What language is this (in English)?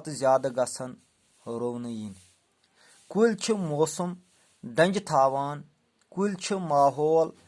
Kashmiri